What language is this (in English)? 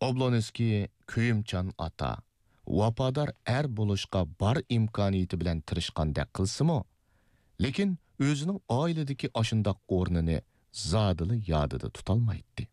Uyghur